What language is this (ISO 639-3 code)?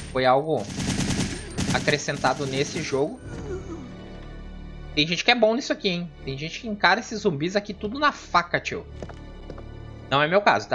por